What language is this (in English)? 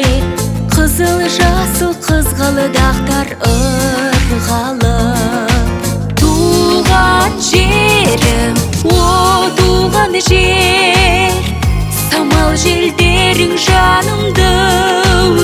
Kazakh